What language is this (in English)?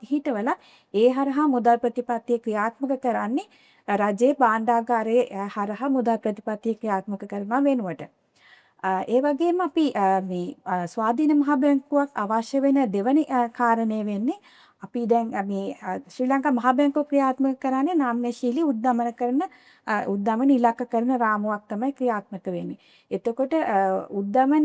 Sinhala